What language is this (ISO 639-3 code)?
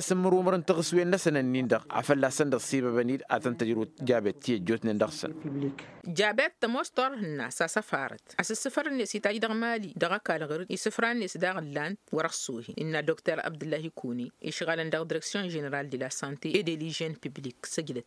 taq